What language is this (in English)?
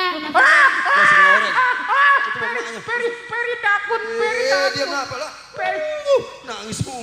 Betawi